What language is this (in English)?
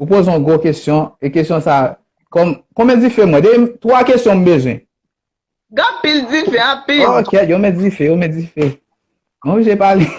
Haitian Creole